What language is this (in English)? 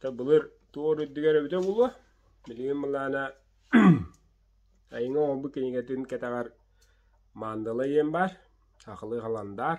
Yakut